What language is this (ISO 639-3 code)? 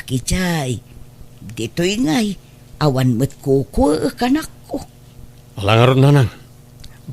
ilo